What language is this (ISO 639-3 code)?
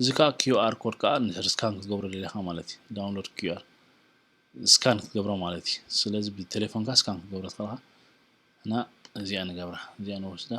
tir